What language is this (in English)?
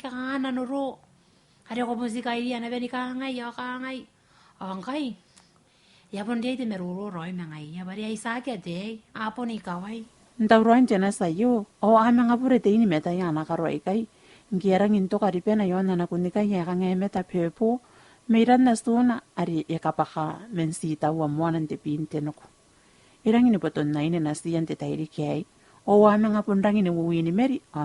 Gilbertese